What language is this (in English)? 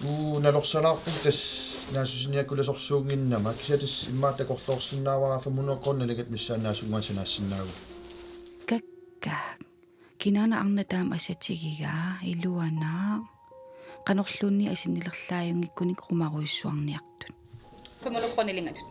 Kalaallisut